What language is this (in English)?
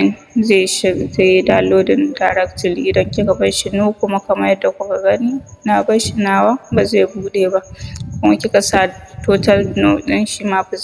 Hausa